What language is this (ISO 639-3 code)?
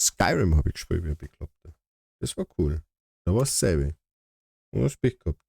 bar